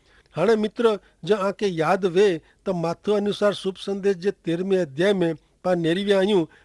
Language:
Kachhi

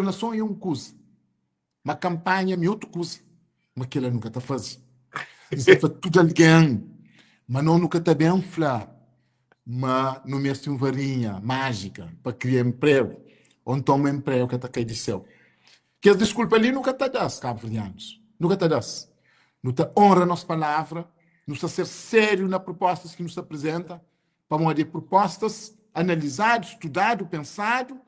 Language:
Kabuverdianu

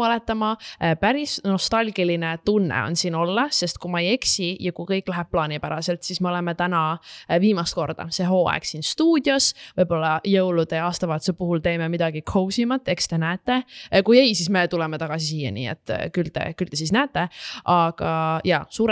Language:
Estonian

